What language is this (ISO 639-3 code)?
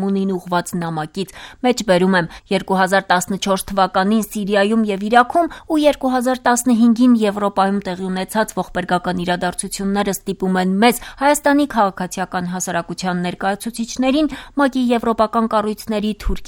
hye